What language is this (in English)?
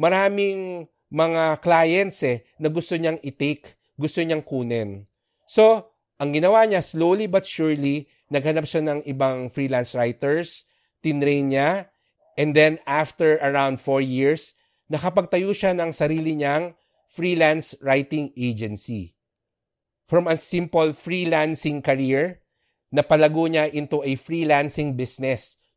Filipino